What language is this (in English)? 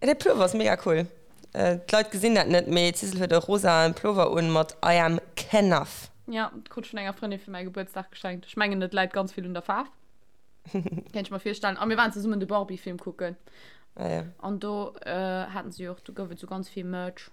Luxembourgish